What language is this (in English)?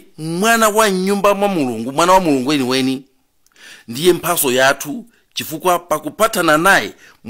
Nyanja